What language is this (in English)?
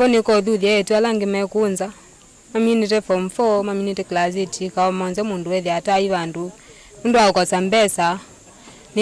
Kamba